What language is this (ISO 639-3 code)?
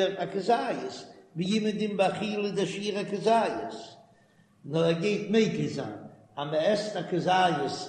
yid